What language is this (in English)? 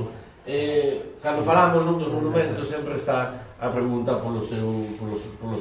Galician